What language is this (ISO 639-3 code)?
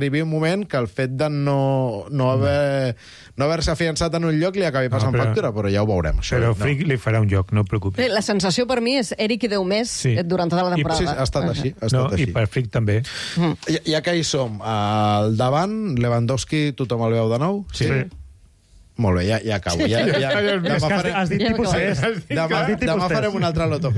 cat